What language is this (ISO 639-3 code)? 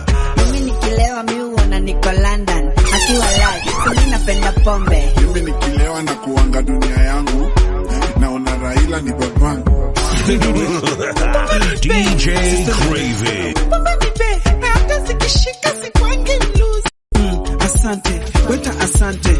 swa